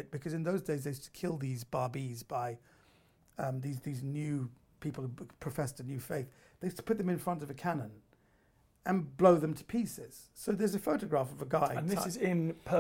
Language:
English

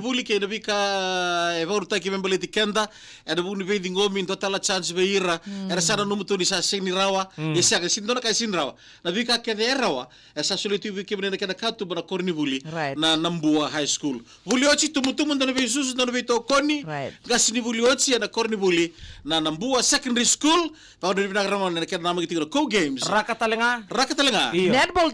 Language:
Fijian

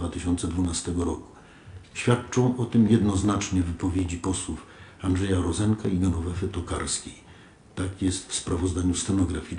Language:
Polish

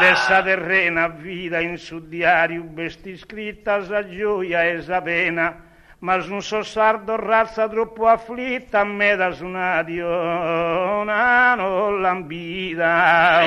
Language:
Sardinian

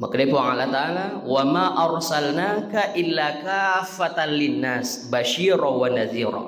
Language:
Buginese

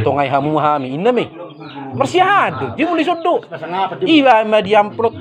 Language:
Batak Toba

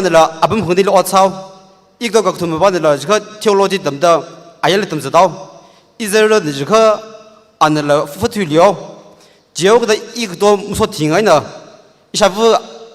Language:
Tangkhul Naga (India)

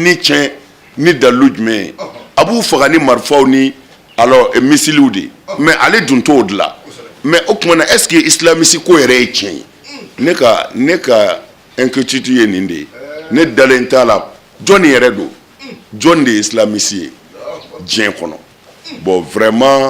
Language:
Bambara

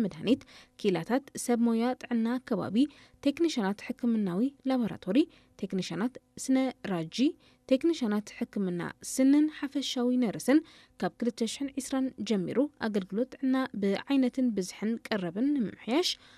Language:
Tigrinya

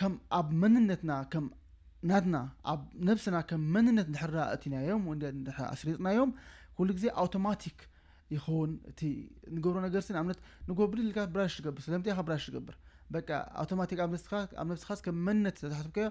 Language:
Tigrinya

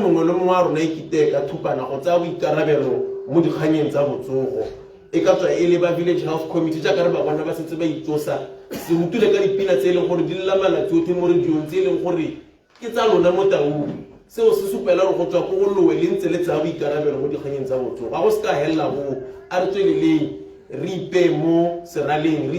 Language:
Tswana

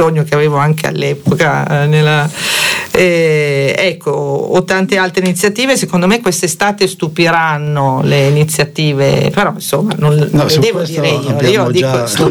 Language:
Italian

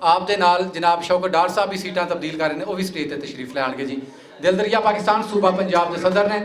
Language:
Western Panjabi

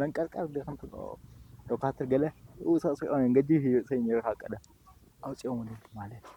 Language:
Tigrinya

